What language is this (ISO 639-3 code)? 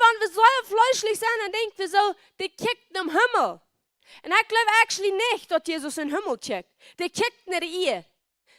pdt